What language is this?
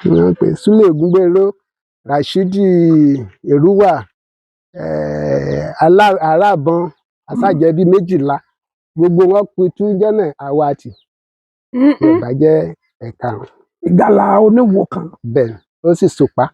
Yoruba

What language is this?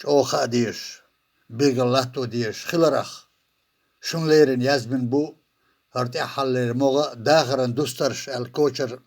Chechen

